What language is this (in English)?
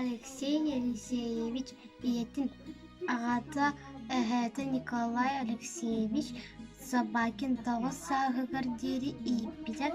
Yakut